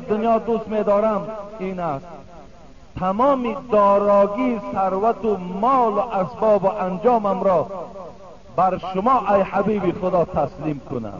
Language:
Tajik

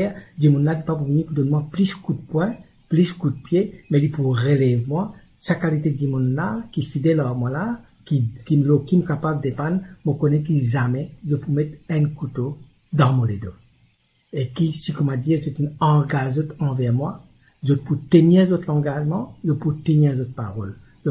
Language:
Morisyen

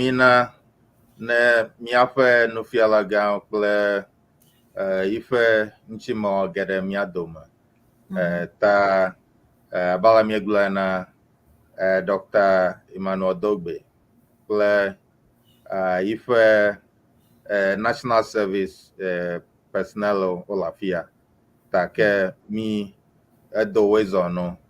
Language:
Ewe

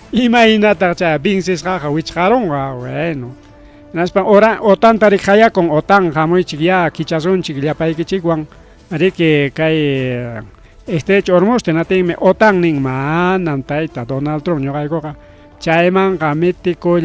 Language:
Ayacucho Quechua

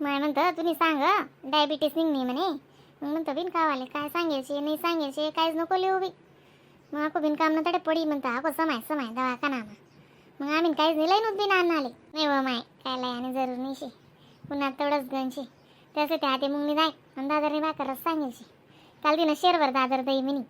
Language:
Khandesi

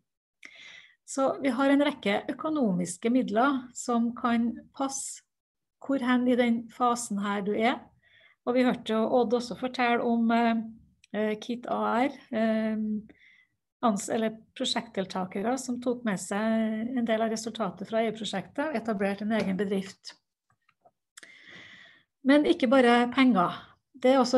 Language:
Norwegian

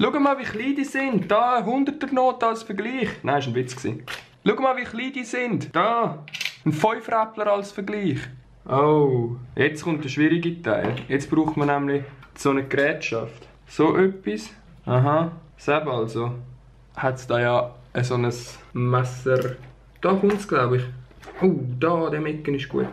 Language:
Swiss German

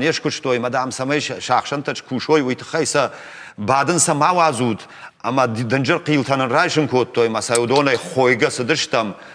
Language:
Ossetic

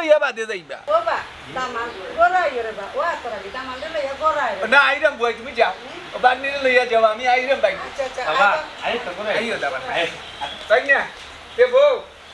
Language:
Sylheti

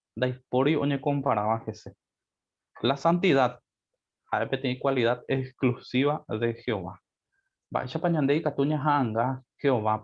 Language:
Guarani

